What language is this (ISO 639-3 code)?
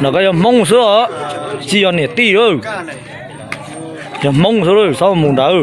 hmn